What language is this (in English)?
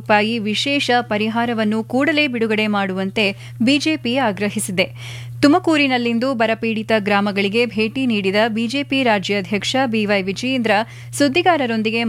Kannada